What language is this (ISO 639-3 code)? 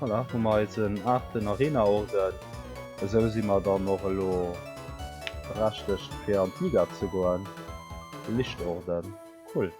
ltz